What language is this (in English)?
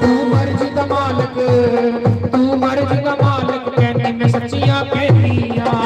Dogri